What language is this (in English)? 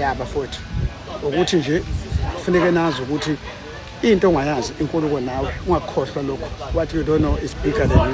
Zulu